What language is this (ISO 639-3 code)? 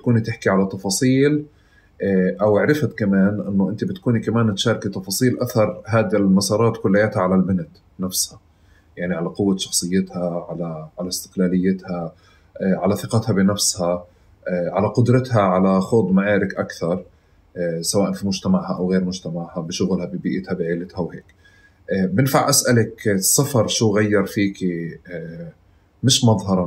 apc